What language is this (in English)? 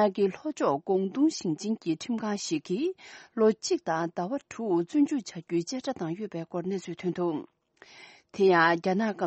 Tibetan